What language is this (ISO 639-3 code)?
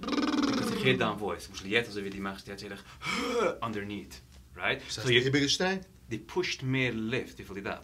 yid